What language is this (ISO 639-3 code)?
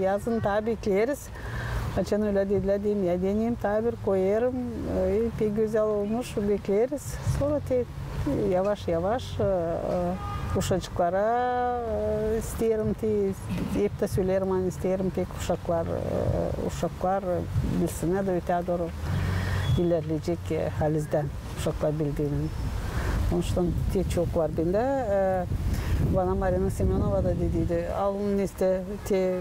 gag